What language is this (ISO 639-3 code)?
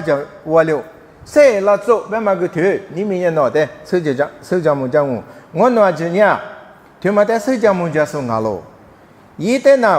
lis